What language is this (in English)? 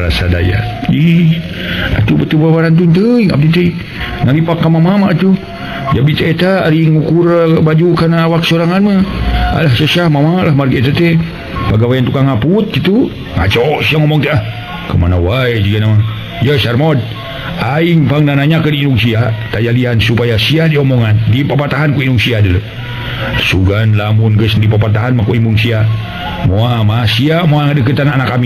Sundanese